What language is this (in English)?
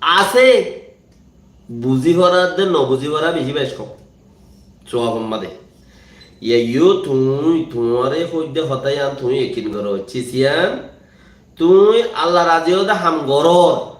Rohingya